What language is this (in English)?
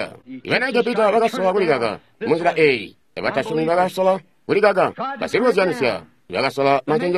Tonga (Zambia)